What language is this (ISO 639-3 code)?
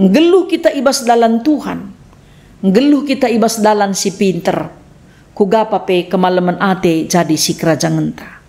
btx